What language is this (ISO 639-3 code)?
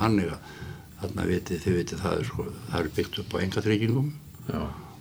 isl